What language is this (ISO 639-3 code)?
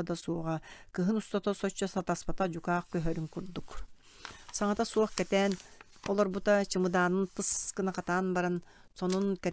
sah